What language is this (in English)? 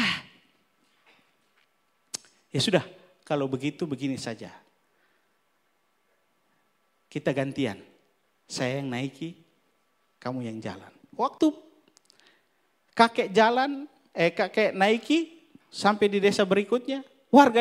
Indonesian